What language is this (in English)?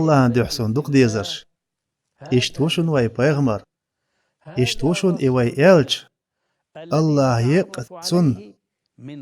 Chechen